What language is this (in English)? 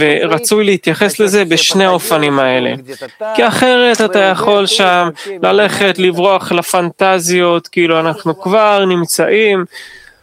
Hebrew